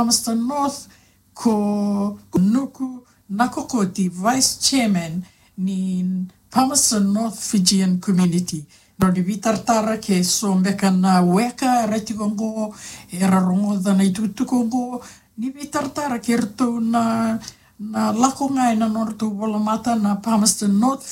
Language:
Fijian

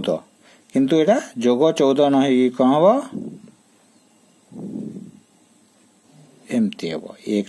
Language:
Odia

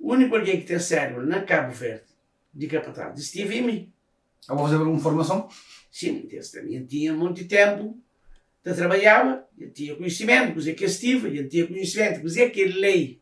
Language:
Kabuverdianu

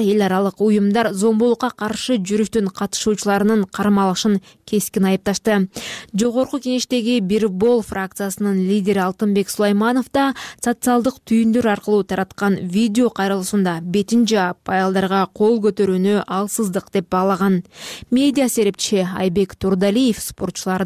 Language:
Kyrgyz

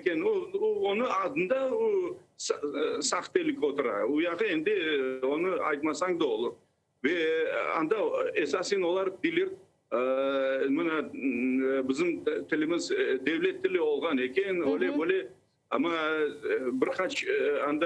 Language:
Crimean Tatar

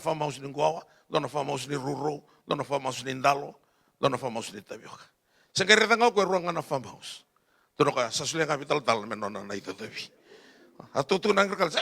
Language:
Fijian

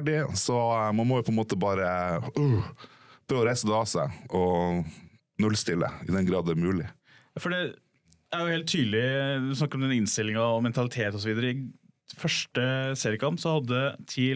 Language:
Norwegian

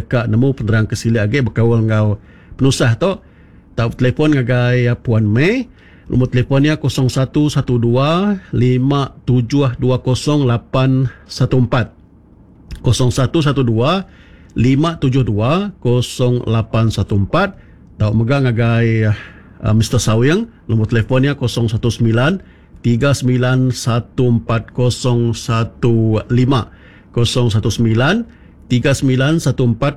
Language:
Iban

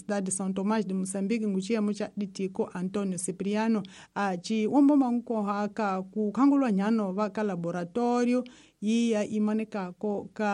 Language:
Tsonga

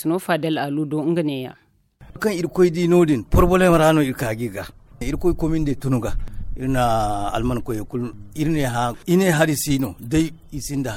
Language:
Zarma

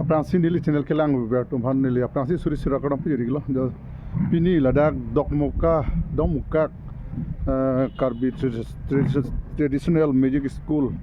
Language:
Karbi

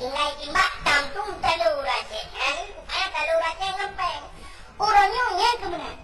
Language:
Achinese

